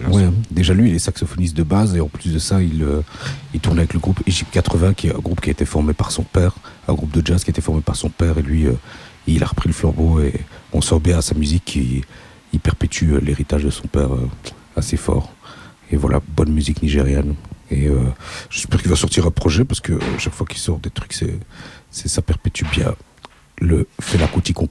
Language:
French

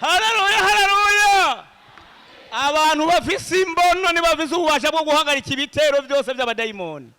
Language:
Rundi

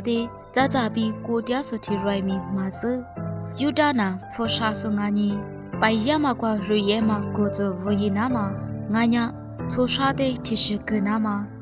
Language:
Lisu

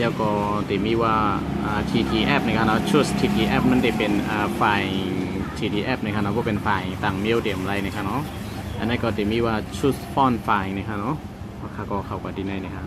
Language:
Shan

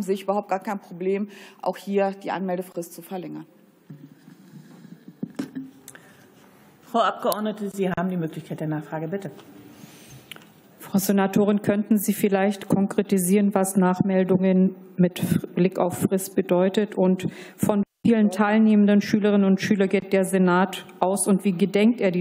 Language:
German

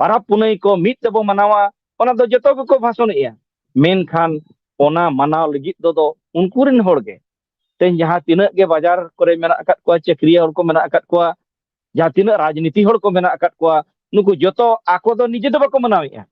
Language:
Santali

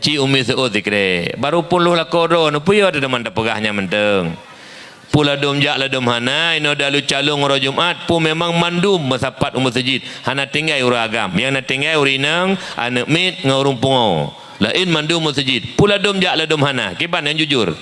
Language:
Achinese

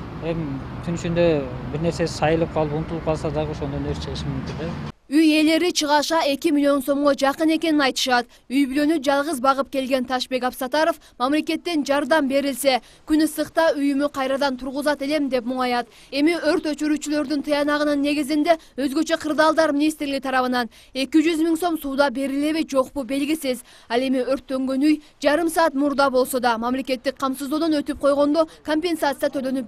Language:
Kyrgyz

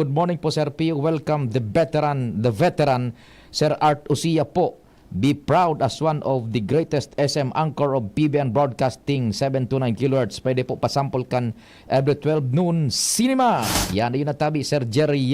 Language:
Bikol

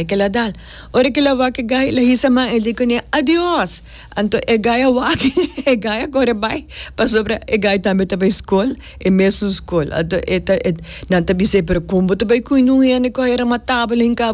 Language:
Papiamento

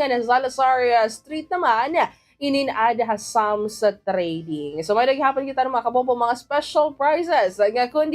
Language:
Waray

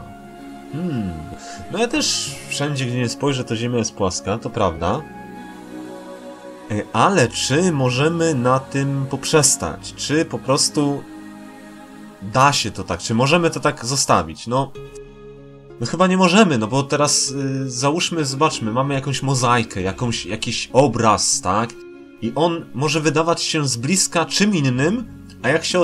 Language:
Polish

